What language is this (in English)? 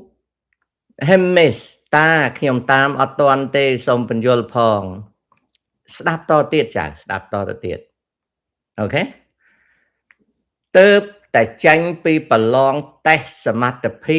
Khmer